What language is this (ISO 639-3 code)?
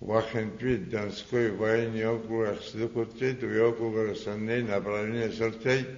abk